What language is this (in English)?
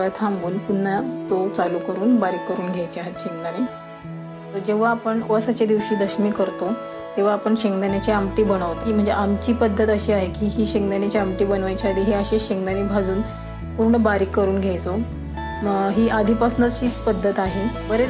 Marathi